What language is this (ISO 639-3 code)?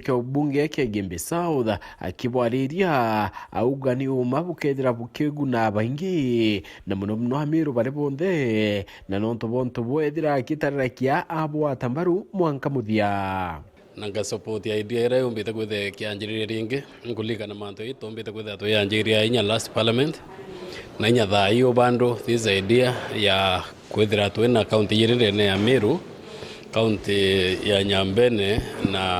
mer